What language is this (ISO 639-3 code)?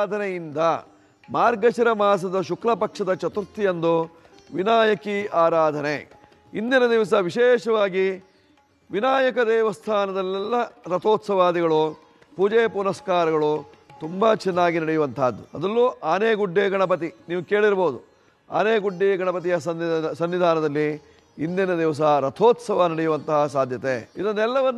kan